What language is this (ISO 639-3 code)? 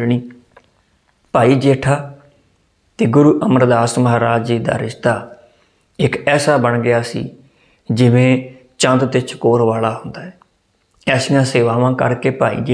pan